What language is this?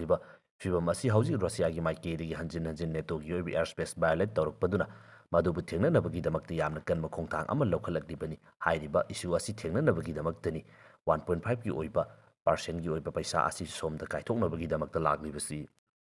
Manipuri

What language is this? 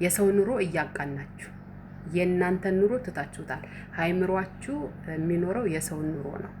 Amharic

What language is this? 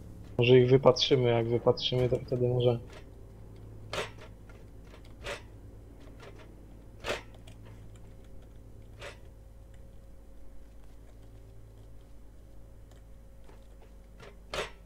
Polish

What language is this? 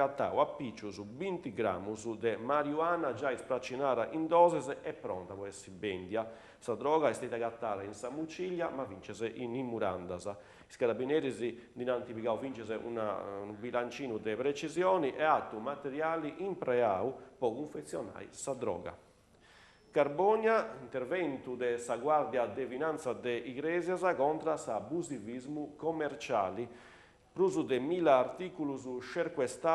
Sardinian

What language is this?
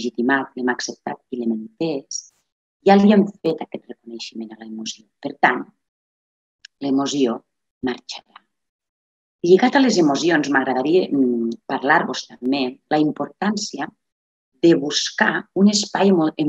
Catalan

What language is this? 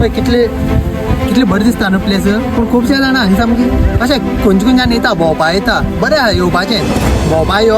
Konkani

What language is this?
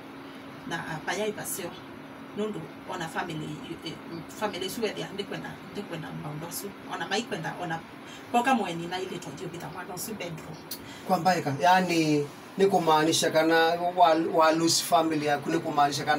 Kamba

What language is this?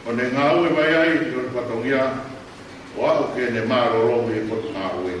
Tongan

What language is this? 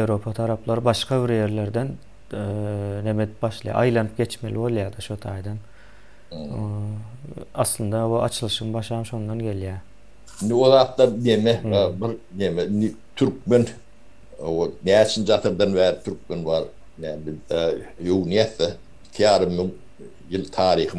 Turkmen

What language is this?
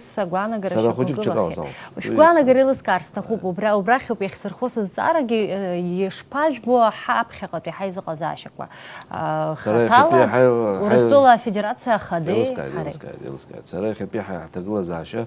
Abkhazian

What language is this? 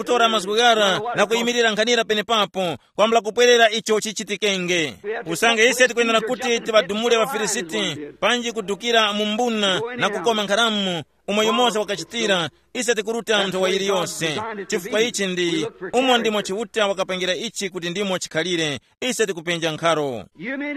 Tumbuka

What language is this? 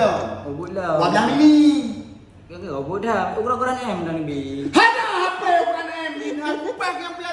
Achinese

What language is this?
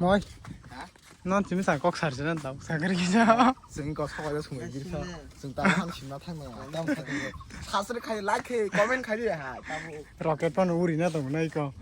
Kok Borok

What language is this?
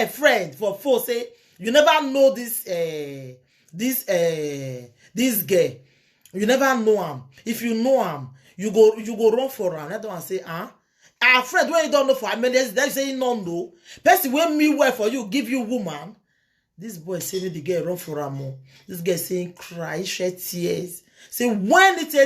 Nigerian Pidgin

